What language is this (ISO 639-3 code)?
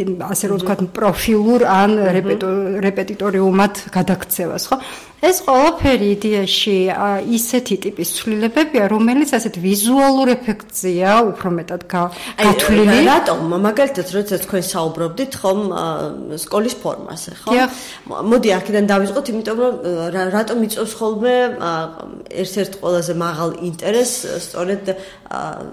kat